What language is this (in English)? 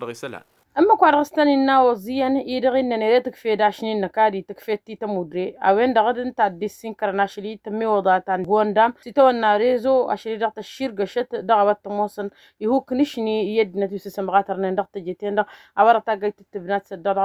Tamasheq